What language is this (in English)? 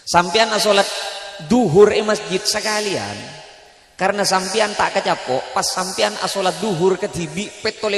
Madurese